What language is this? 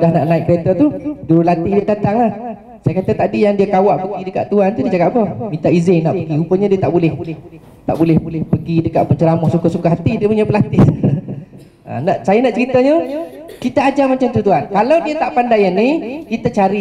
Malay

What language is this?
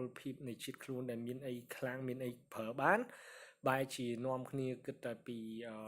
Khmer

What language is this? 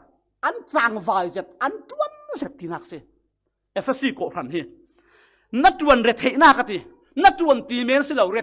Falam Chin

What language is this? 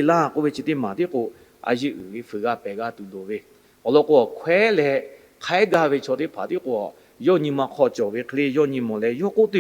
Lahu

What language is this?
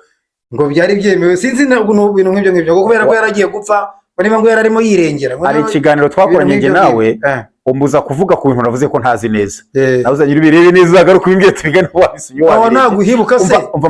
Kinyarwanda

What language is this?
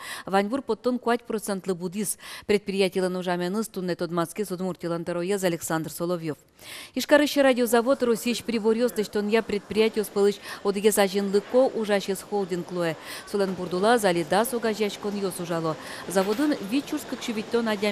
Udmurt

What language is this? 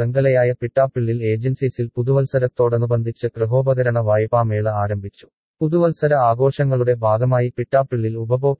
Malayalam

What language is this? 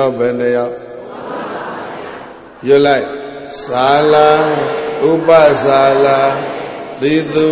Burmese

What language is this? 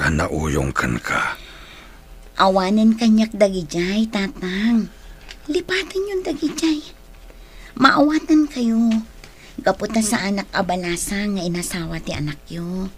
Iloko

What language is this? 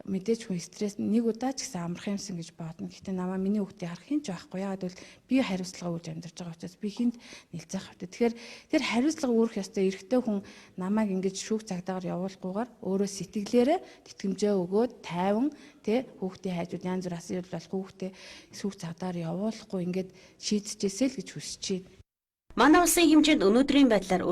Mongolian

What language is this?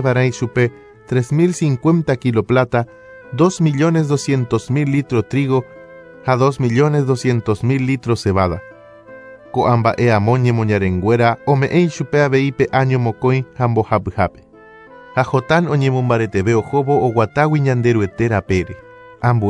Guarani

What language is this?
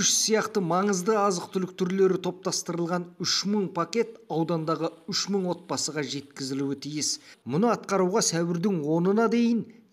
Kazakh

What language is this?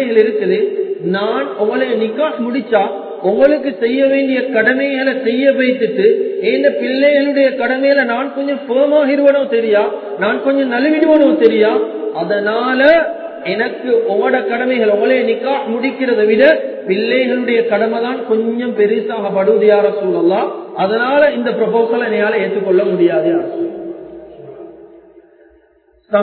Tamil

